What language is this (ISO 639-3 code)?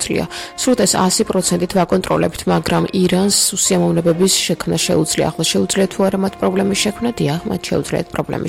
kat